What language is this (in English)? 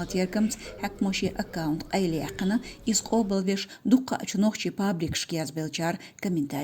Chechen